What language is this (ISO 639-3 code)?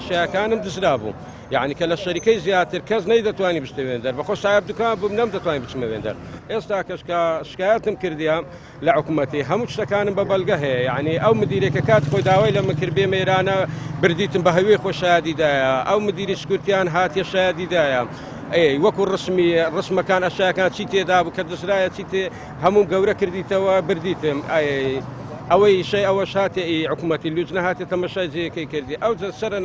ckb